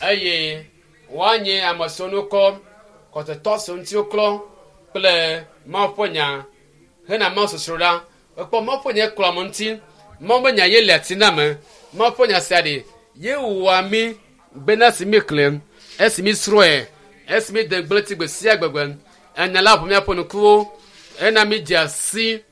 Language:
Ewe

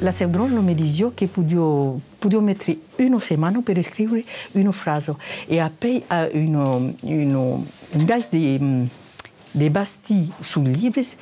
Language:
Occitan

